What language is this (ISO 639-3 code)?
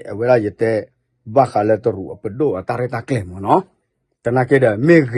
ksw